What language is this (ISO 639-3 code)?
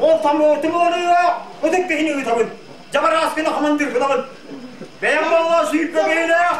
sah